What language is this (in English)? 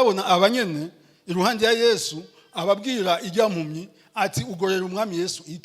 Rundi